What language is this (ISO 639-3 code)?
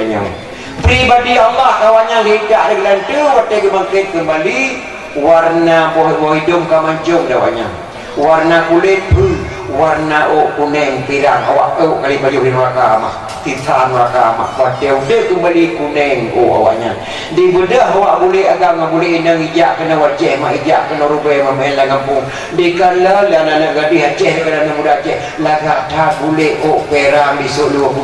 ace